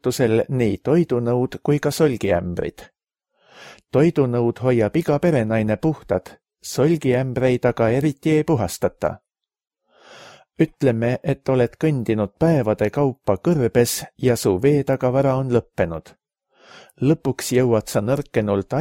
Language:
Estonian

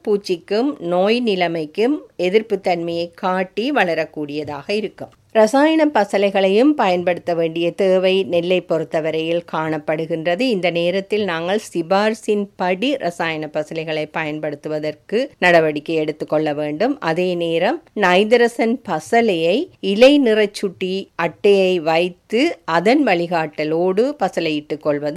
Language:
Tamil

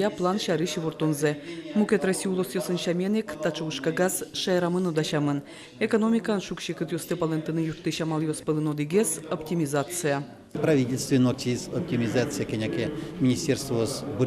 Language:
Udmurt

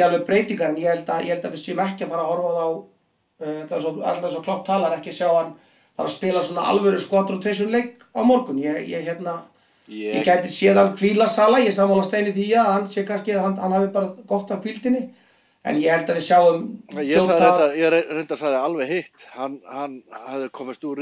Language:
Icelandic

